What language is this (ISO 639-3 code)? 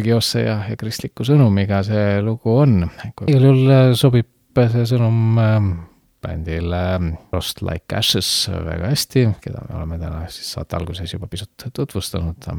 est